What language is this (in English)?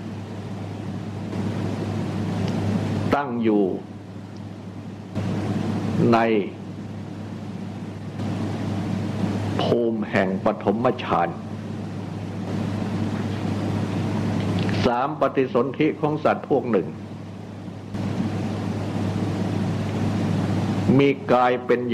Thai